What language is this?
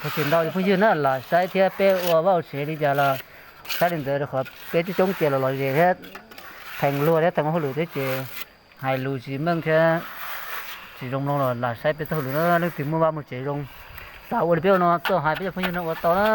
Hmong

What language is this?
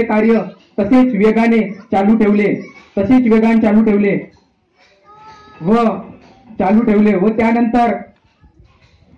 Marathi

